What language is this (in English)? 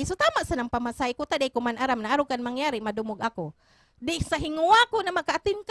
Bikol